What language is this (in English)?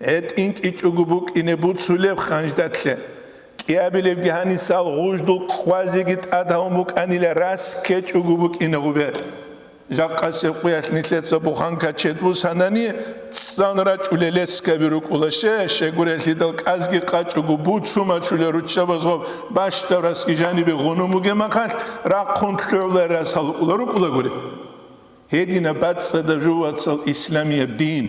Avaric